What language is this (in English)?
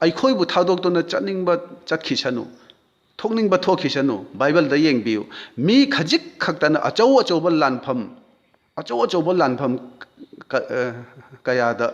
Manipuri